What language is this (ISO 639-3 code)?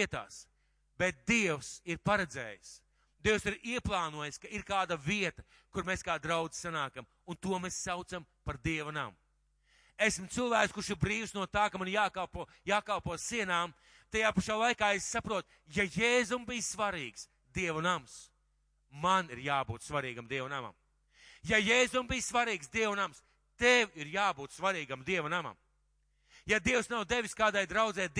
lav